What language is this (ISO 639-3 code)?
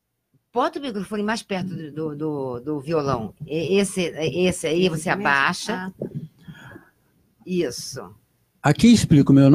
por